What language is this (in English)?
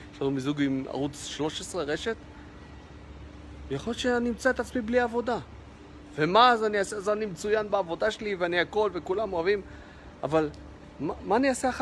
Hebrew